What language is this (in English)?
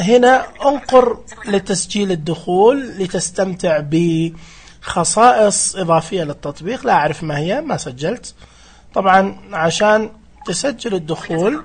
Najdi Arabic